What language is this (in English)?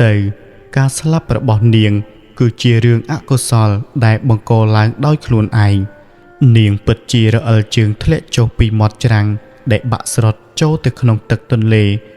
Khmer